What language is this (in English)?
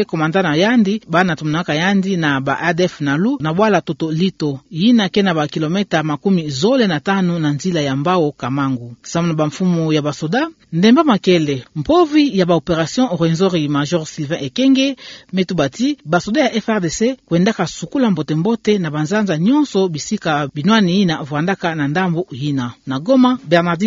Kituba (Democratic Republic of Congo)